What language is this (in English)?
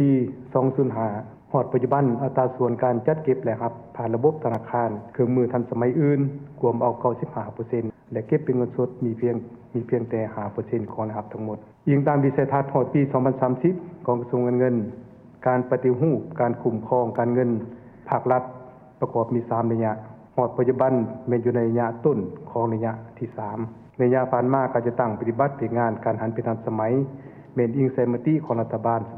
Lao